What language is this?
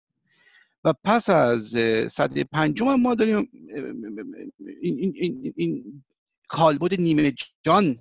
Persian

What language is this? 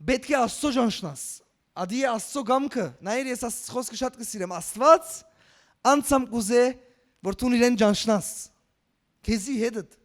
Western Armenian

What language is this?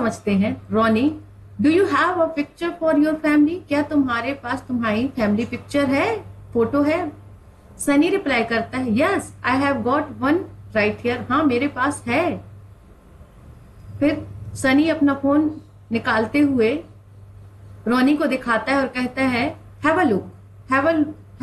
Hindi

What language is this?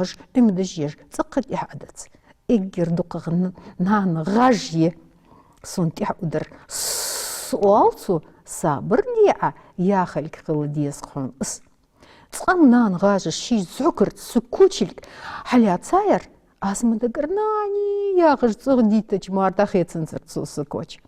Ingush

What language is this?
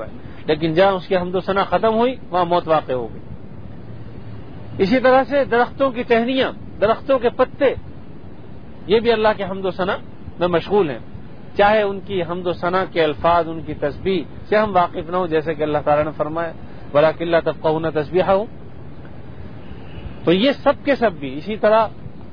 Urdu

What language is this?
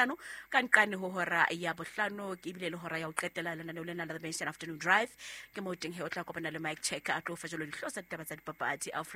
Southern Sotho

